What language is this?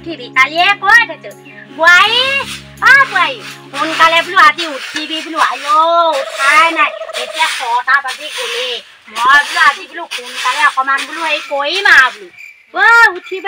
Assamese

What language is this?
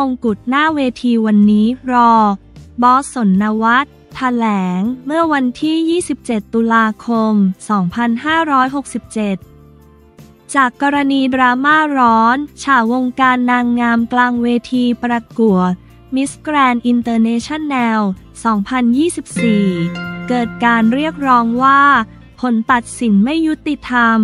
Thai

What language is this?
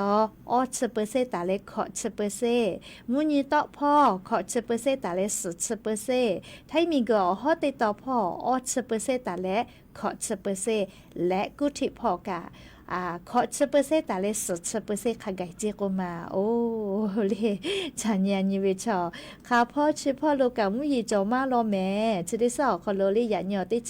Lahu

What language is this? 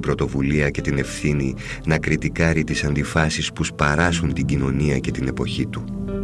Greek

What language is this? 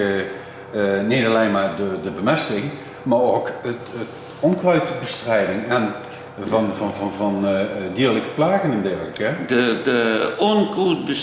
Limburgish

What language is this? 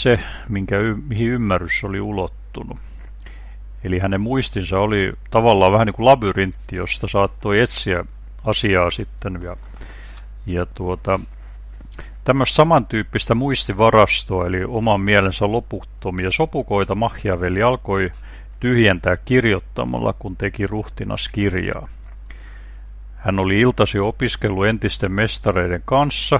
Finnish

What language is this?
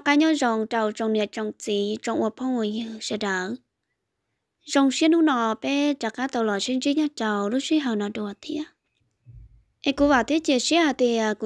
Vietnamese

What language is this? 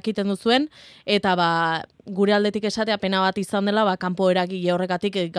Basque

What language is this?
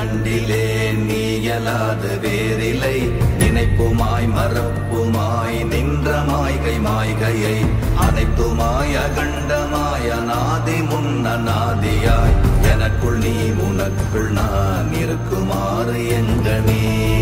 Tamil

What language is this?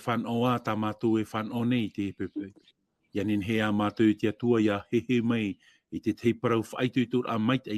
Tahitian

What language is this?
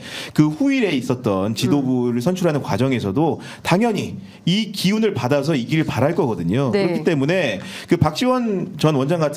Korean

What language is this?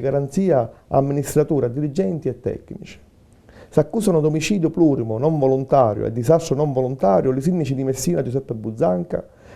Sicilian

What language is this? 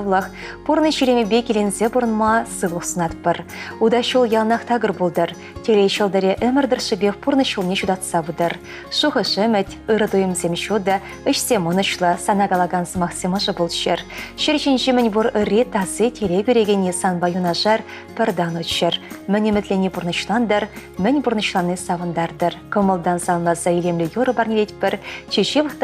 Chuvash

